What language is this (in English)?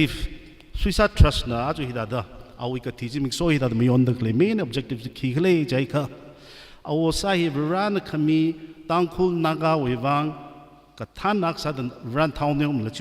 Tangkhul Naga (India)